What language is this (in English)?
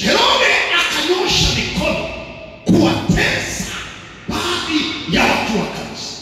Swahili